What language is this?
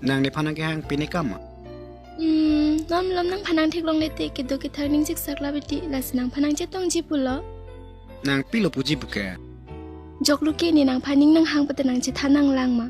Karbi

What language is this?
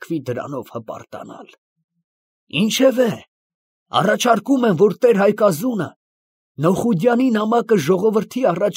Armenian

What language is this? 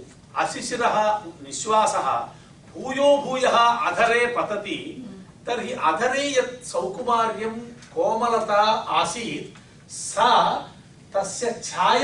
Sanskrit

